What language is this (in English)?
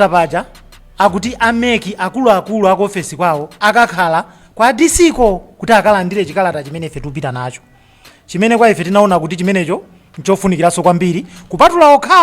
Nyanja